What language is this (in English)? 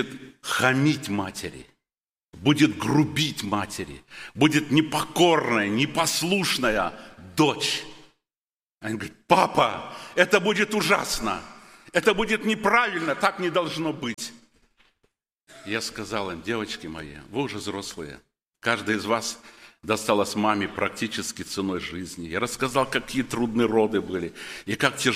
Russian